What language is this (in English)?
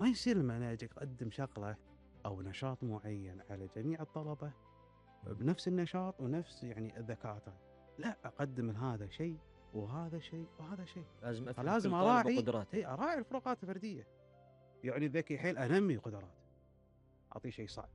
Gulf Arabic